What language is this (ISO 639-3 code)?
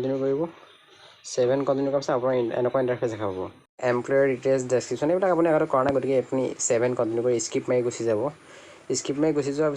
asm